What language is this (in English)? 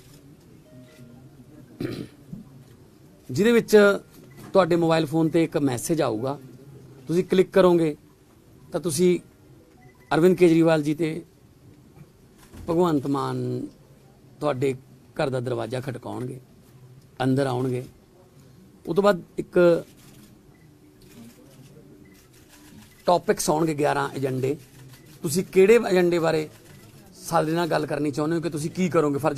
Punjabi